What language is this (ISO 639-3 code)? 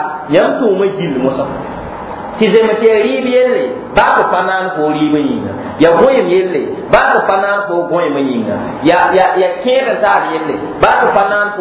mos